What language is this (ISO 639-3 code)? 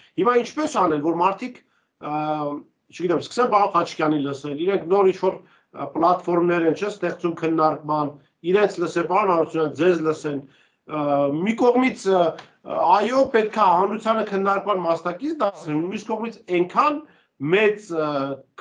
hye